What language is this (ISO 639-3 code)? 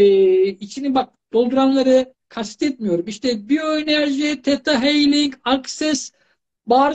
tur